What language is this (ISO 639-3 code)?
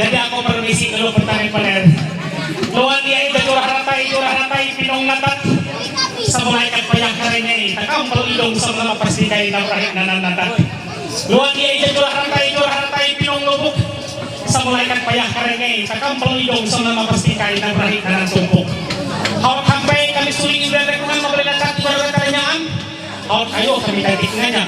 mhy